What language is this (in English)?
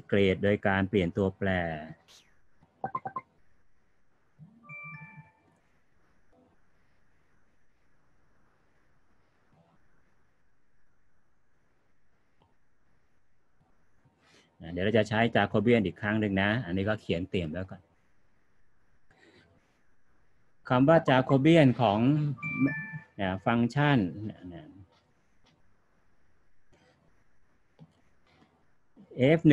Thai